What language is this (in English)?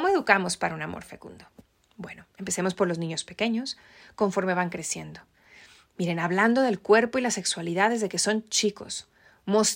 Spanish